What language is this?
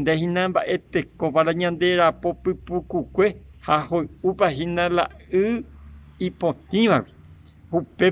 Guarani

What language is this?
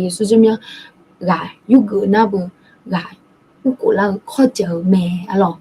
Akha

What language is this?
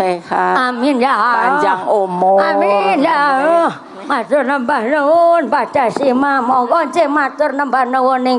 Javanese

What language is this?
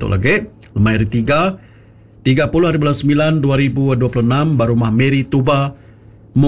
Iban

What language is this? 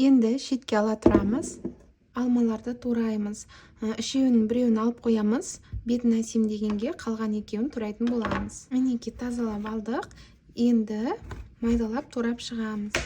Kazakh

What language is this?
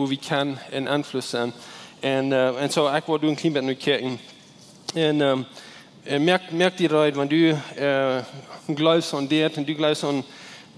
Plautdietsch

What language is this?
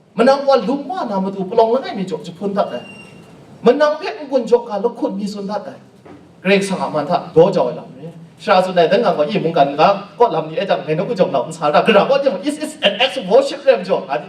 Kachin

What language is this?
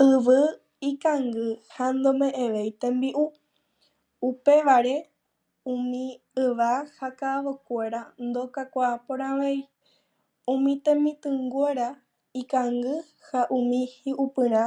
Guarani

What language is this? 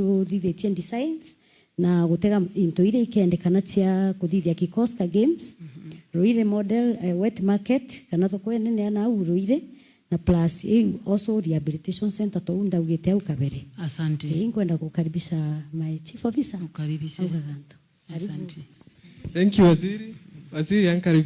Meru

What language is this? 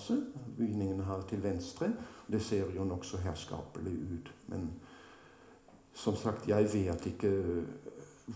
Norwegian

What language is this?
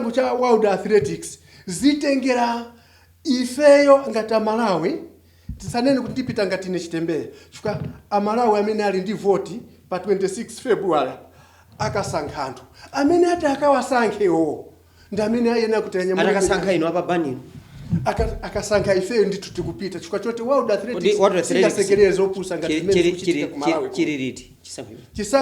Nyanja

